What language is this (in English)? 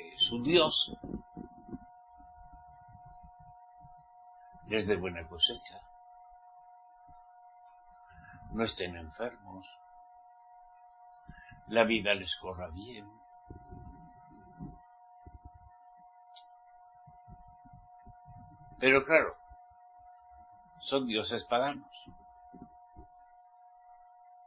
Spanish